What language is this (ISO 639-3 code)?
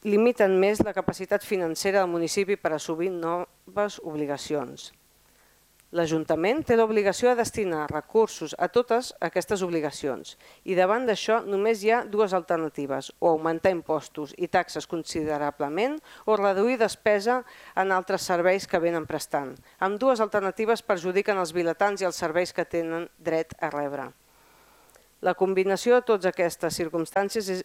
cat